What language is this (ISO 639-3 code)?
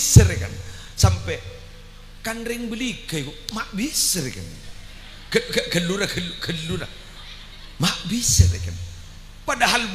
mad